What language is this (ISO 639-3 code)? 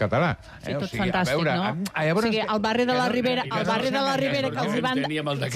cat